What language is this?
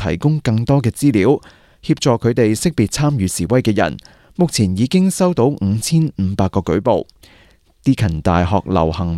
Cantonese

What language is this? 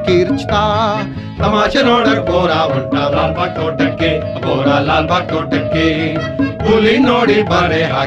Kannada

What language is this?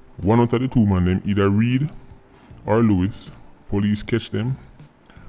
Jamaican Creole English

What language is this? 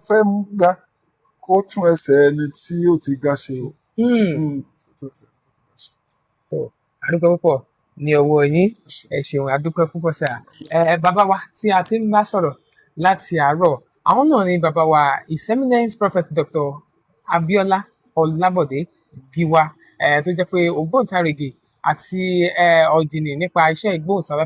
Yoruba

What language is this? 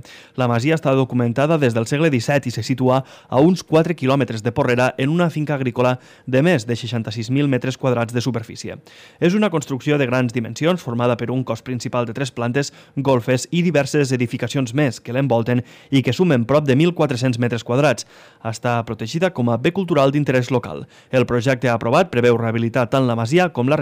Catalan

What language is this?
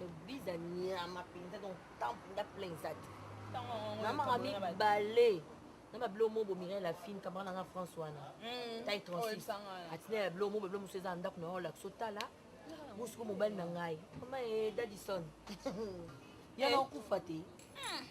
Lingala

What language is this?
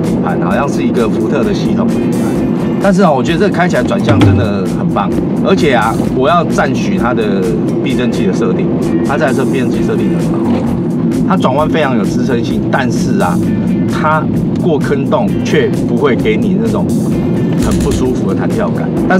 Chinese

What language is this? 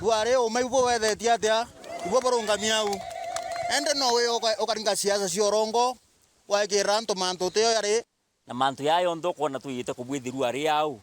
Meru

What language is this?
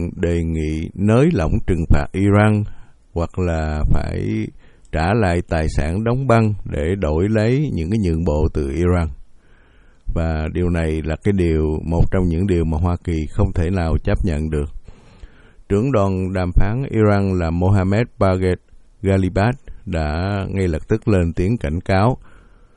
Vietnamese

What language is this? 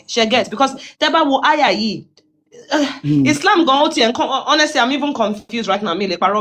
Yoruba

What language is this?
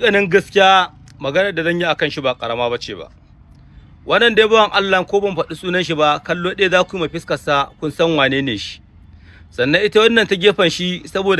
Hausa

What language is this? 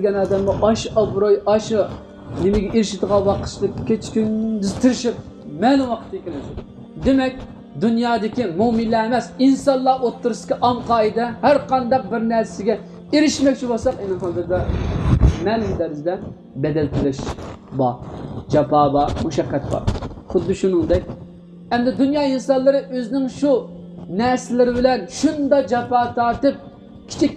Uyghur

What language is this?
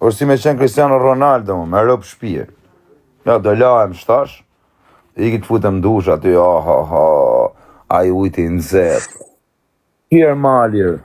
Albanian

